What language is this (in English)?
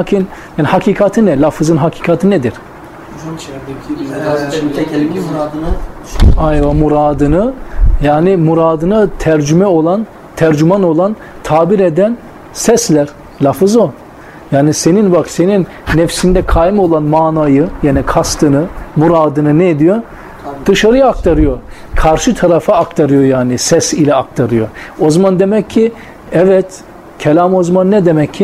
Turkish